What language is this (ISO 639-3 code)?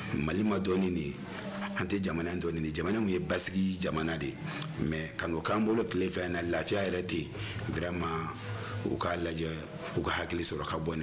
bam